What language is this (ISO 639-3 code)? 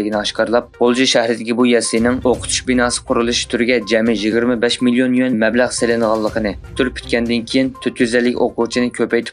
uig